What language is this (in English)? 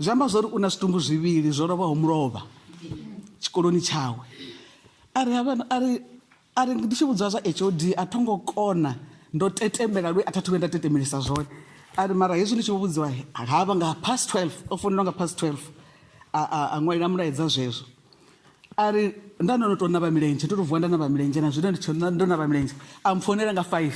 Venda